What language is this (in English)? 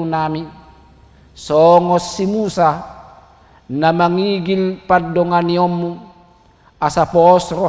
Batak Toba